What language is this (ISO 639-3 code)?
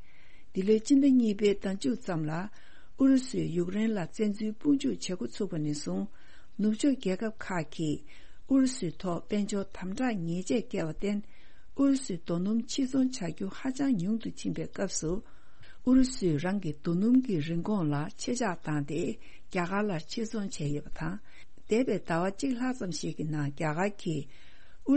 bod